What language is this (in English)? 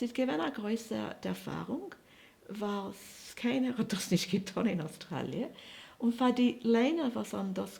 Yiddish